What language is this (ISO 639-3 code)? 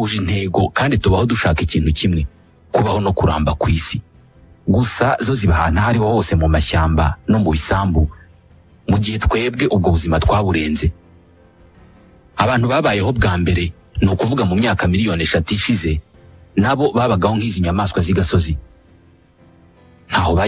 kin